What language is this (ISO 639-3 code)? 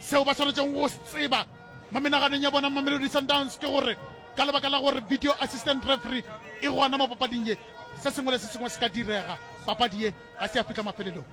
nso